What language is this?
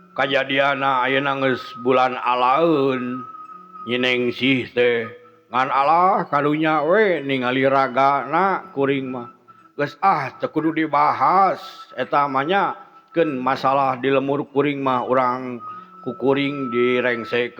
Sundanese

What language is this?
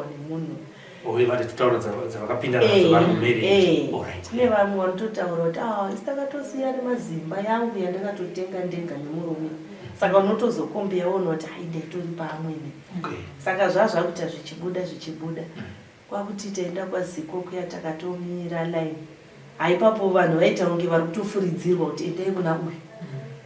Shona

